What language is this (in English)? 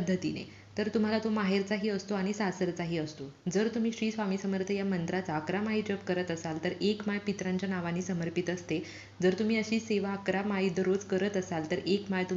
Marathi